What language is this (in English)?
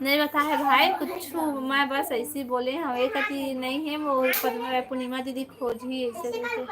Chhattisgarhi